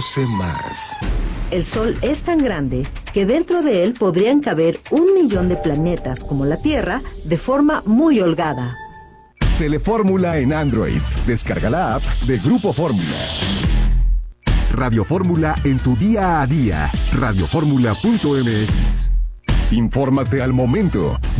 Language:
Spanish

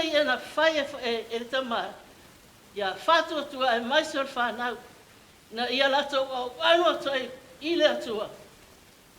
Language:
Samoan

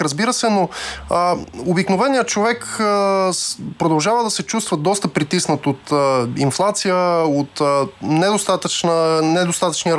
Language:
Bulgarian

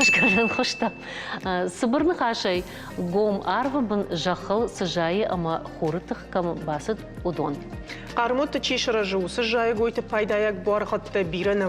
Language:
Ossetic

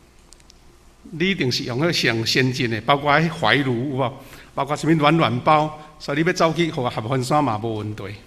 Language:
Min Nan Chinese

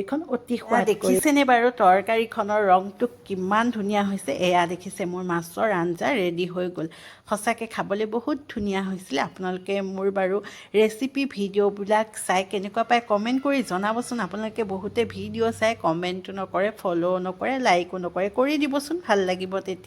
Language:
Assamese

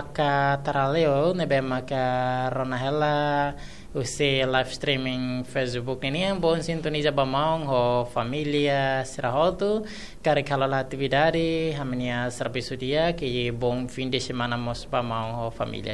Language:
Tetum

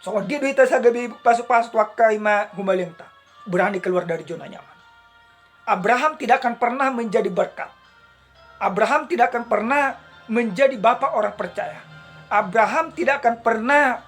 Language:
Batak Toba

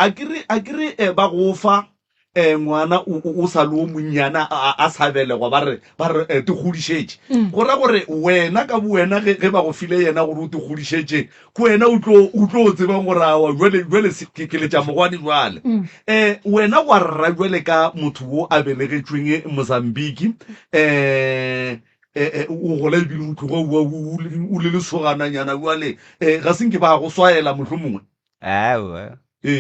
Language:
Northern Sotho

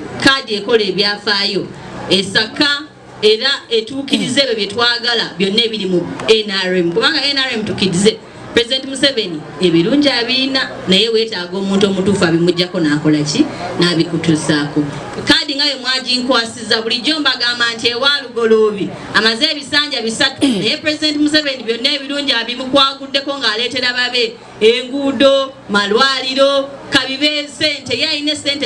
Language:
Ganda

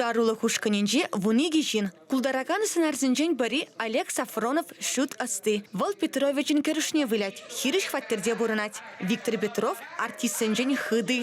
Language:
Chuvash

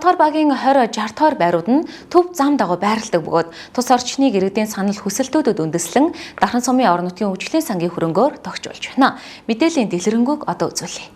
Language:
Mongolian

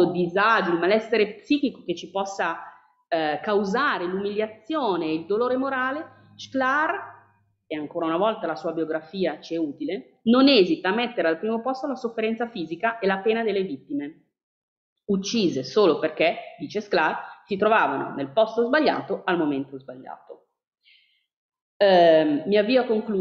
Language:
Italian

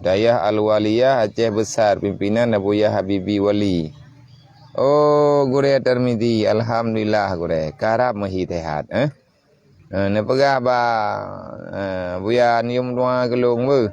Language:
Achinese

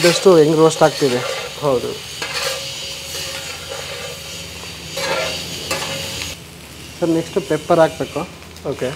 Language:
Kannada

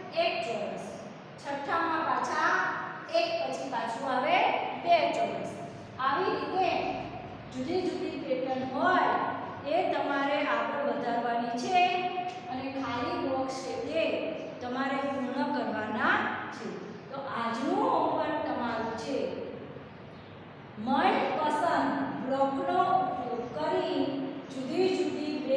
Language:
Gujarati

